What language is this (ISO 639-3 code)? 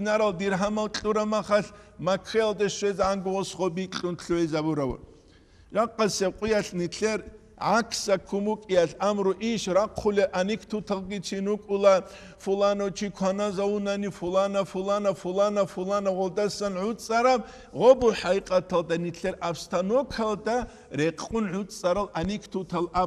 ava